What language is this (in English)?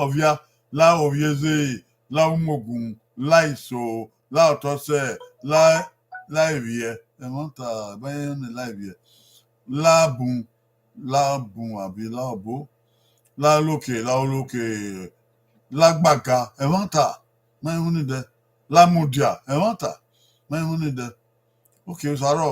Bini